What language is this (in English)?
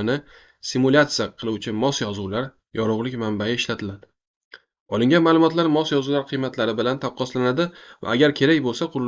Uzbek